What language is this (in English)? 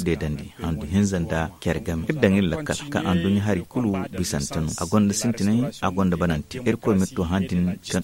Zarma